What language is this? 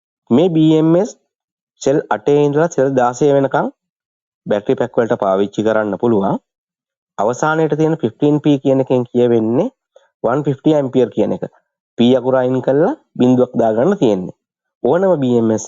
Sinhala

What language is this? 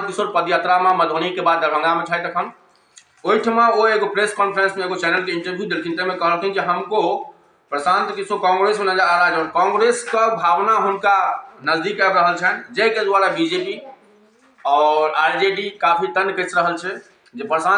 Maithili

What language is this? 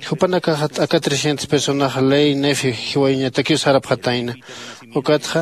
Aymara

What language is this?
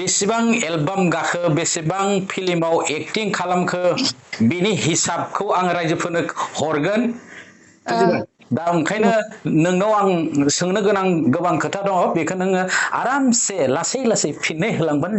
Bodo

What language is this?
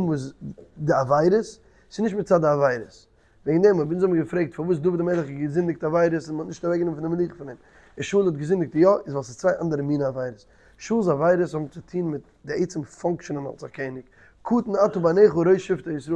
Yiddish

